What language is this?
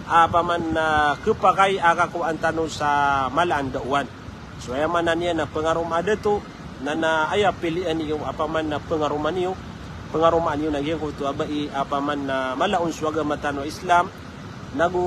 Maranao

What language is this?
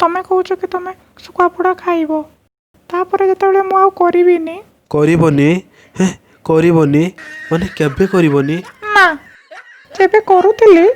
Odia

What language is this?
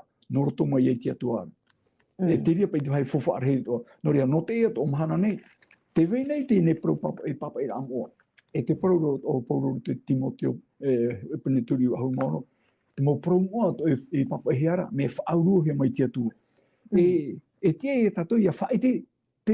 Tahitian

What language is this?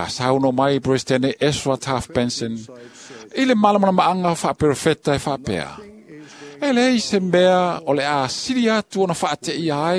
Samoan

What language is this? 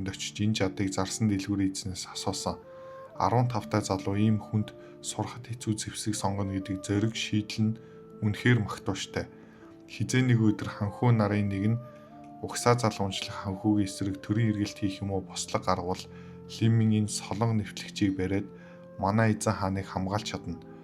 Mongolian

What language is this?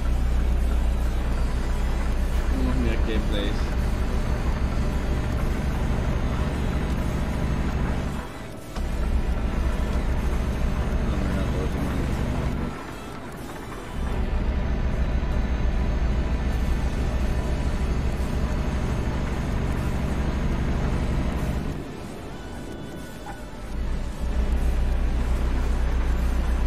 Dutch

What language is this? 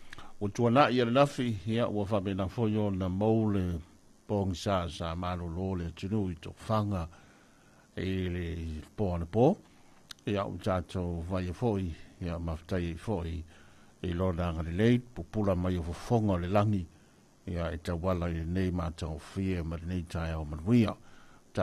Samoan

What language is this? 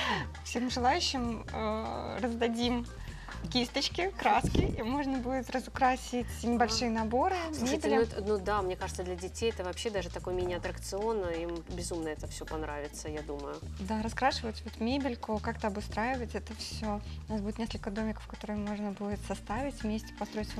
Russian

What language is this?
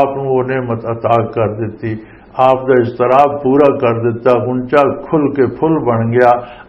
Western Panjabi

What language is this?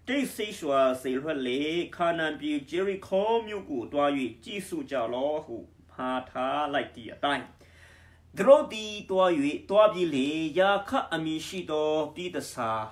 Burmese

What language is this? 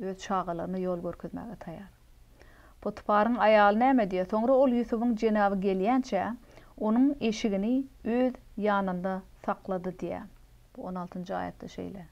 Turkmen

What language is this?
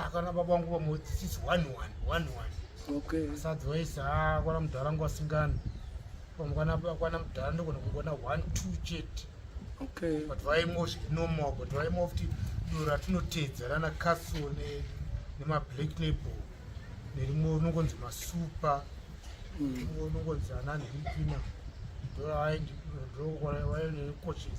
Shona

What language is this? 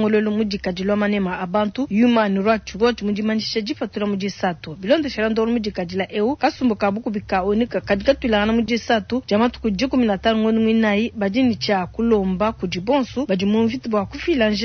Luba-Lulua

